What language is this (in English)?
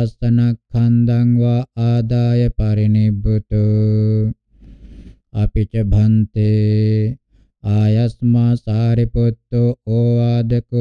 Pali